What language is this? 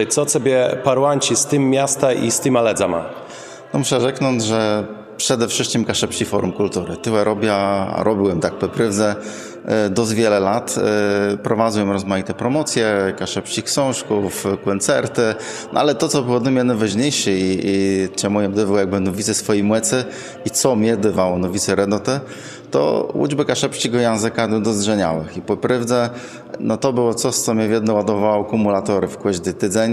Kashubian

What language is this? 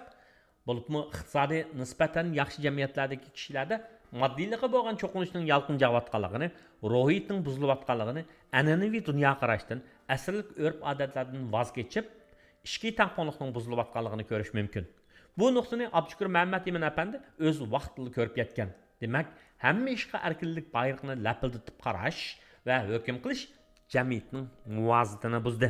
Uyghur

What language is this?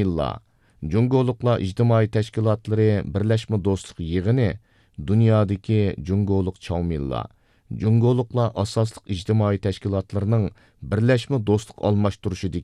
Uyghur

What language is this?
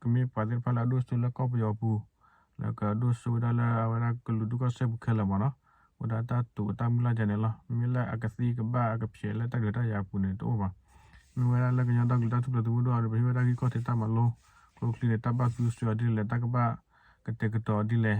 S'gaw Karen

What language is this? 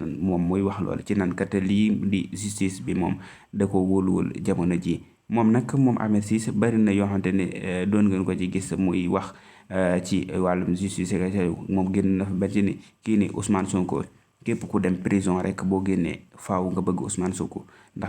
Wolof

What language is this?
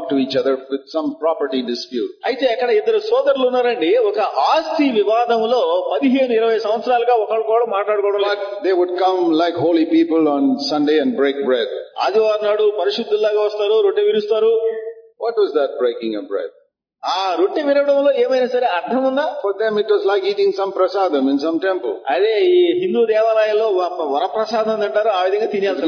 Telugu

